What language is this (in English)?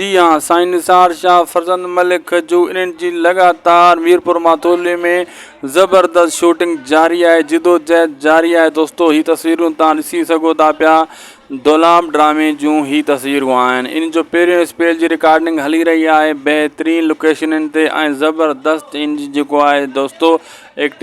Sindhi